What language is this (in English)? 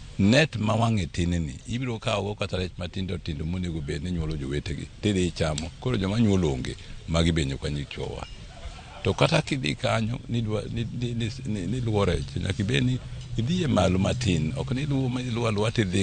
Luo (Kenya and Tanzania)